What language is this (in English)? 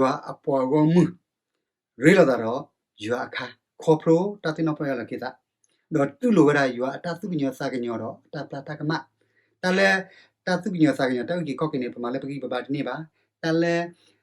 S'gaw Karen